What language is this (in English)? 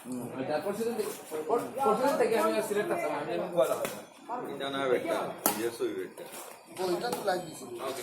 Sylheti